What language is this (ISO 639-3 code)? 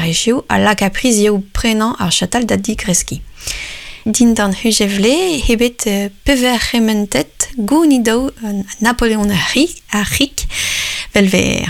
bre